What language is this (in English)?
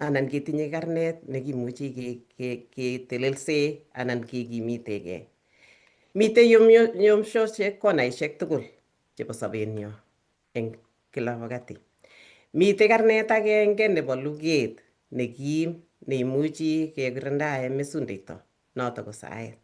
Kalenjin